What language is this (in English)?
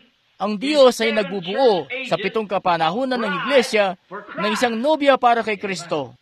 Filipino